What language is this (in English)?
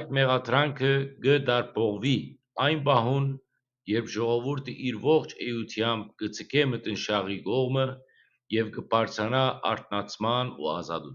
Western Armenian